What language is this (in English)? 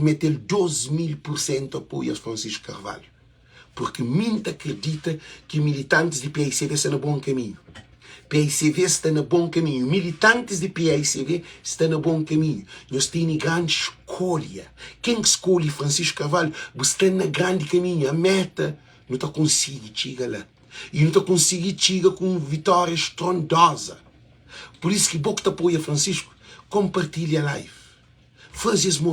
Kabuverdianu